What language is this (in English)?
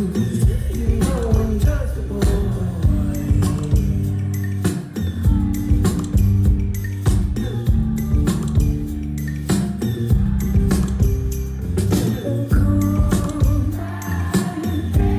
English